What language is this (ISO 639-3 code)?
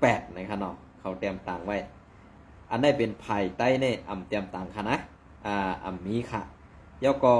shn